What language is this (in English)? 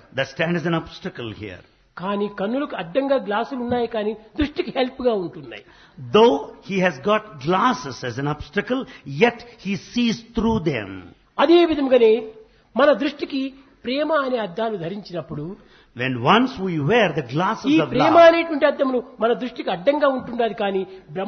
Telugu